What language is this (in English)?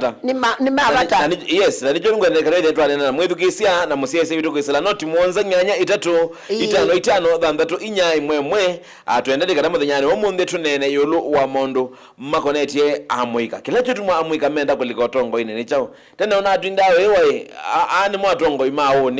Kamba